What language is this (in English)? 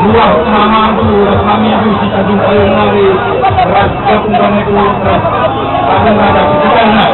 Batak Karo